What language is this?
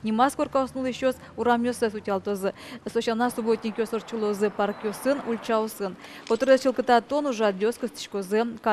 Udmurt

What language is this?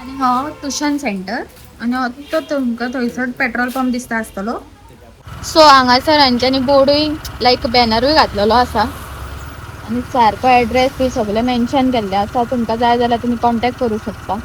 Konkani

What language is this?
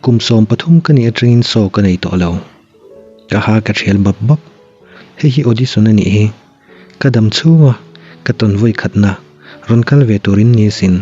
Mizo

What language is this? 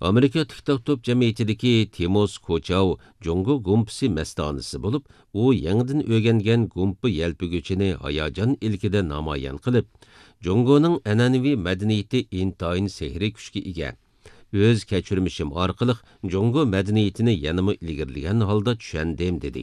Uyghur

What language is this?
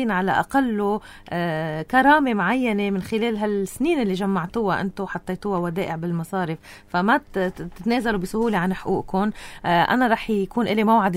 North Levantine Arabic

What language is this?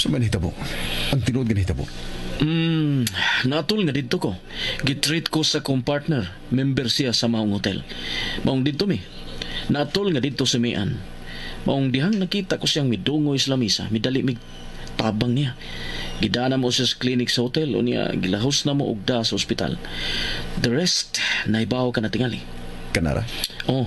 Cebuano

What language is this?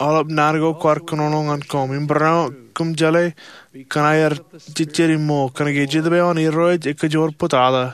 Marshallese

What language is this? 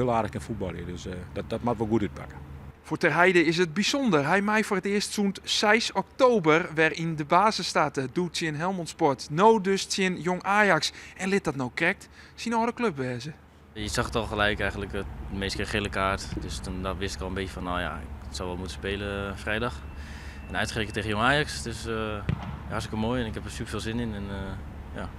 Western Frisian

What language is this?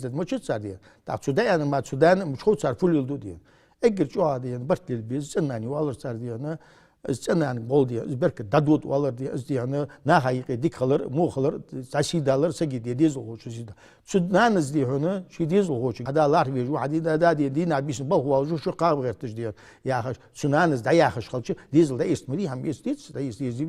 Ingush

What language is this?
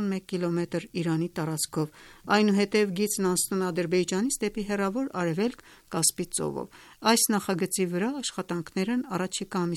Armenian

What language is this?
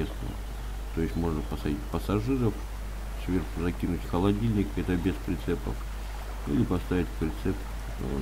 Russian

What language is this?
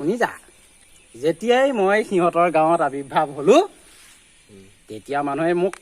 Assamese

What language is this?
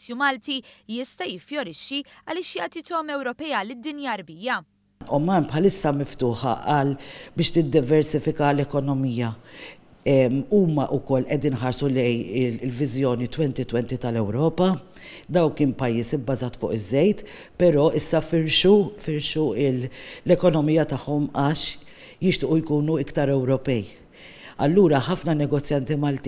Maltese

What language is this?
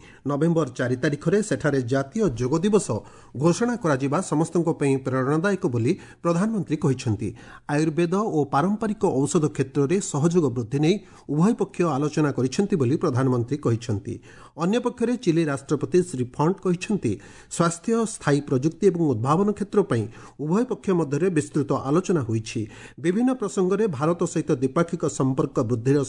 Odia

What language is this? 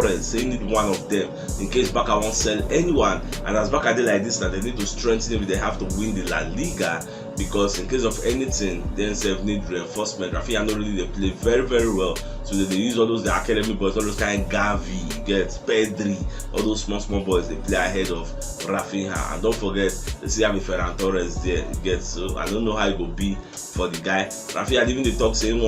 Nigerian Pidgin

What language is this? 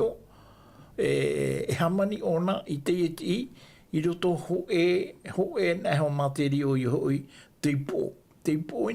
Tahitian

